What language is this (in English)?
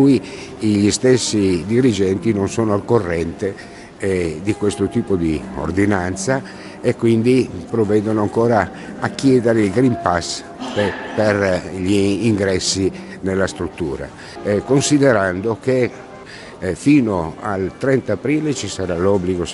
Italian